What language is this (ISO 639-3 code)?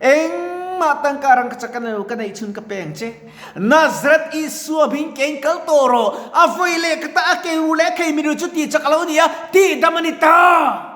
lus